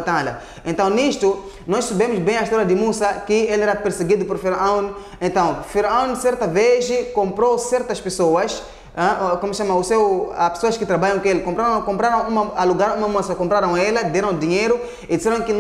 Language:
Portuguese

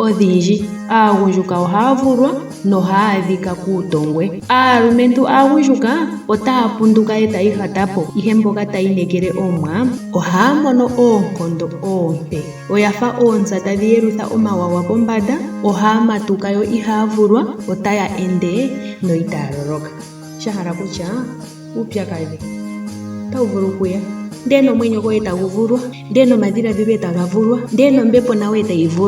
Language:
Ndonga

